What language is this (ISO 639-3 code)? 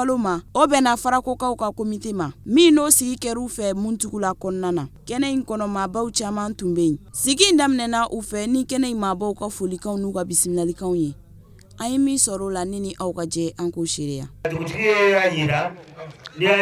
bam